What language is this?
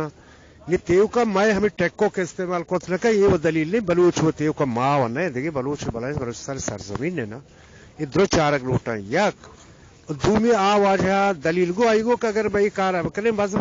Eastern Balochi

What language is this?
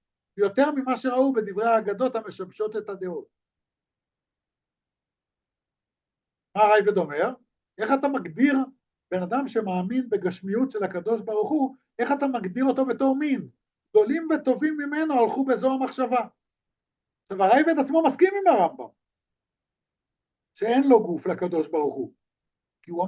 Hebrew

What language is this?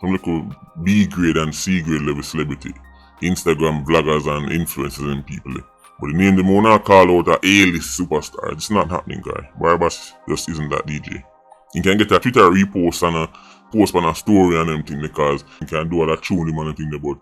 Jamaican Creole English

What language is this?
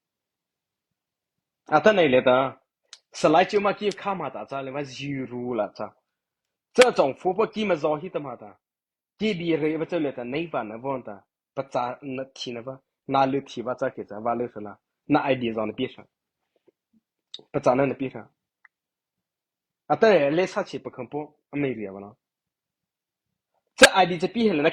Mara Chin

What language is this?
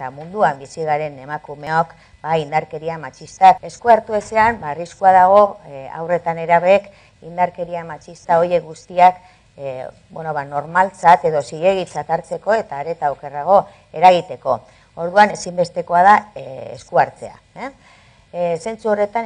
Basque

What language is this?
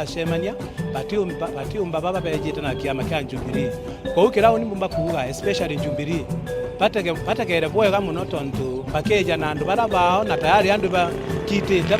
Meru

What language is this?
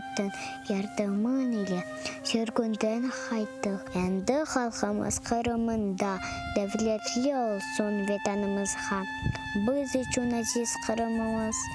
Crimean Tatar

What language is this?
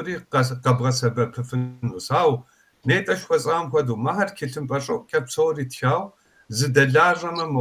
Kabardian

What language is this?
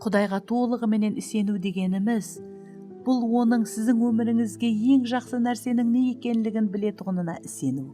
Kara-Kalpak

